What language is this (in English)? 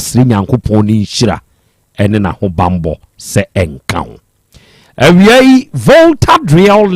Akan